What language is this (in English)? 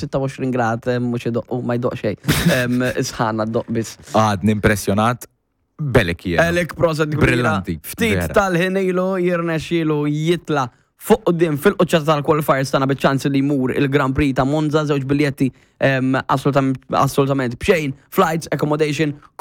Maltese